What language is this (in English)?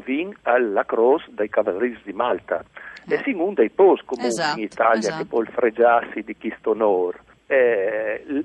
Friulian